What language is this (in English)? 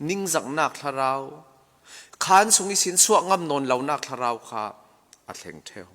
Falam Chin